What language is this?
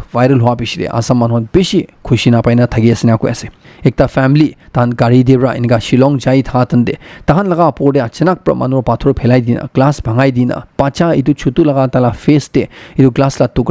Naga Pidgin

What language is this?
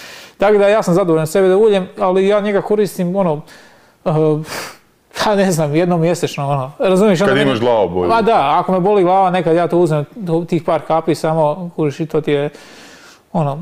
Croatian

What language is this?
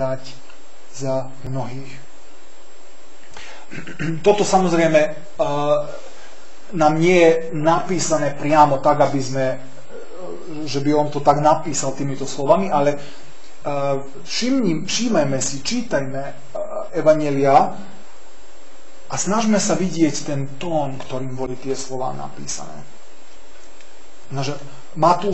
Slovak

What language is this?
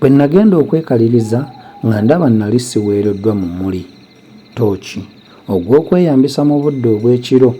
Ganda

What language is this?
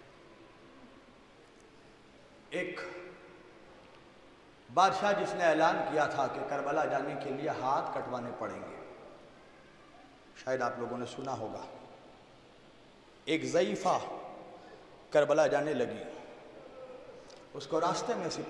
Urdu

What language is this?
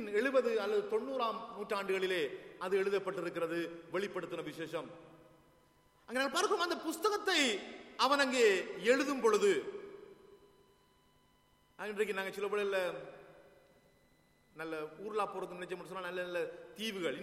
Tamil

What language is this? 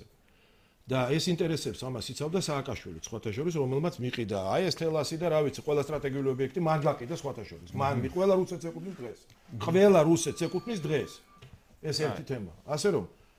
Georgian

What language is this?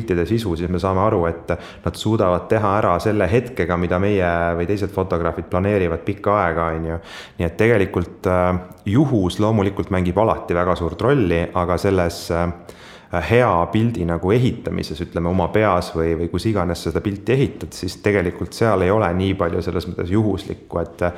Estonian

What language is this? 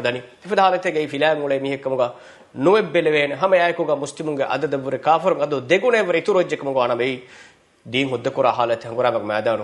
Divehi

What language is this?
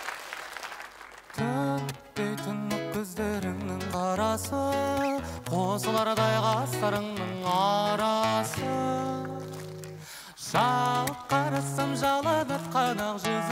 Kazakh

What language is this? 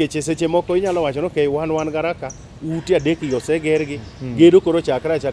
Luo (Kenya and Tanzania)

